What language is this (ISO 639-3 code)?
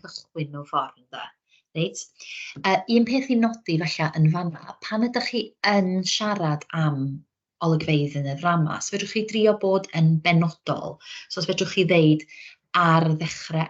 cym